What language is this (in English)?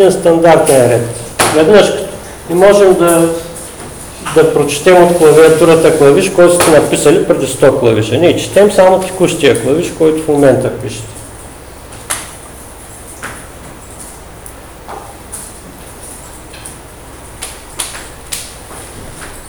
Bulgarian